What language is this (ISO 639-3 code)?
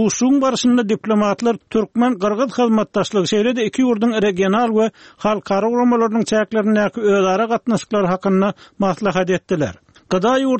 tuk